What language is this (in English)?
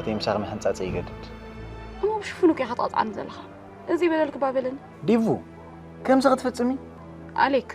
Tigrinya